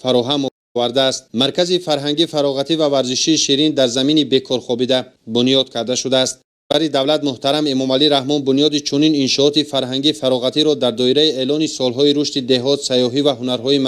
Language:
Tajik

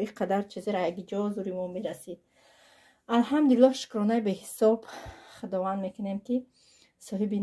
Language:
Tajik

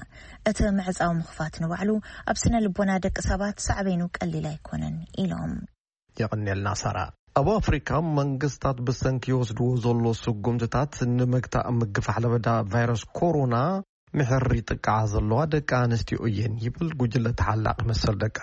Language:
Tigrinya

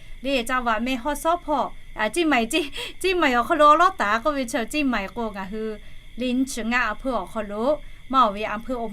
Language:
Lahu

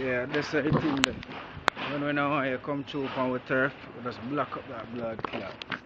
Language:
Jamaican Creole English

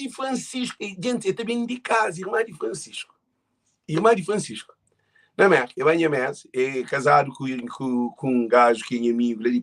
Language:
Kabuverdianu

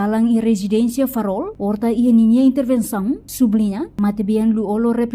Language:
Tetum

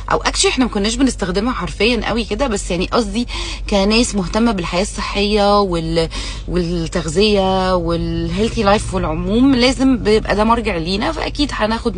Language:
Egyptian Arabic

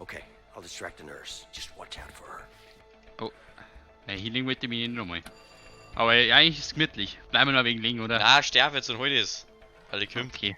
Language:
Bavarian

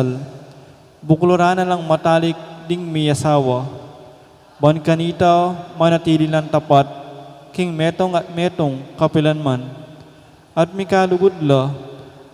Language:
Pampanga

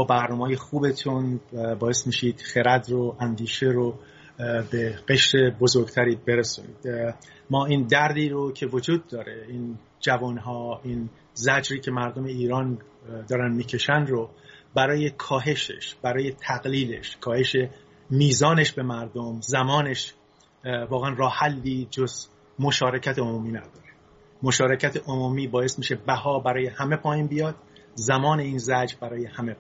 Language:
Persian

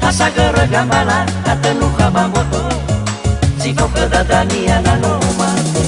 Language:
Nias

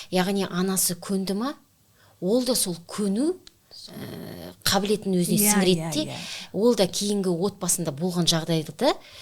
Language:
Kazakh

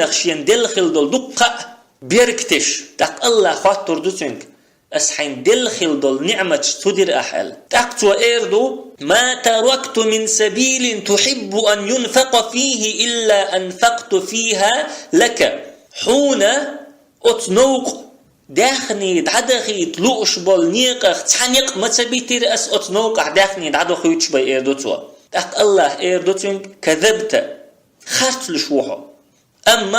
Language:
Chechen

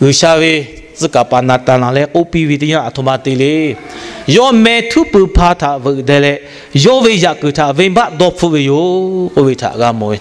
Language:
Lahu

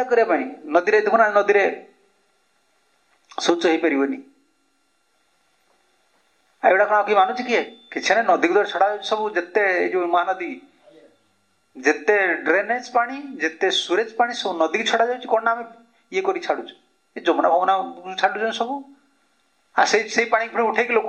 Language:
Odia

